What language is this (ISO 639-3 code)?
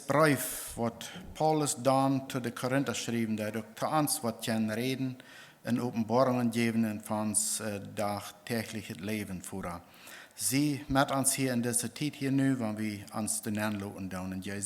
pdt